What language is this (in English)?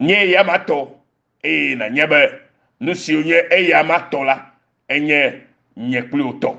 Ewe